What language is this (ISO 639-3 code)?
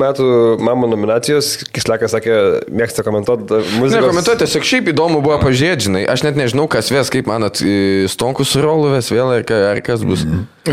lit